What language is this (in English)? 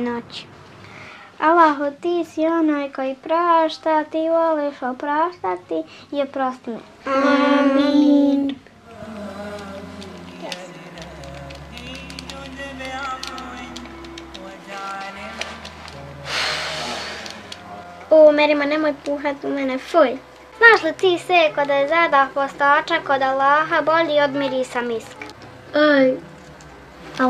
Bosnian